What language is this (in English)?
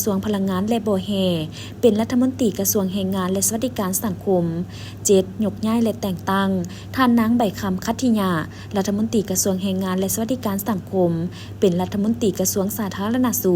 Lao